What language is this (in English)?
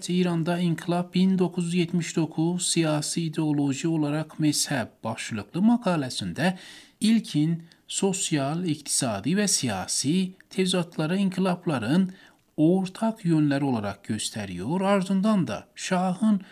Turkish